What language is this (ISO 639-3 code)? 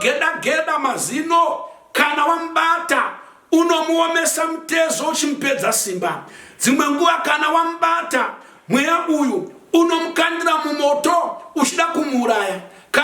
sna